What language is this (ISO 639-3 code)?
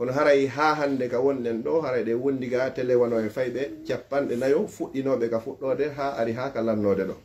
fuf